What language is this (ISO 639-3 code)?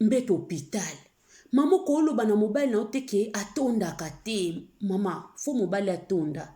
lin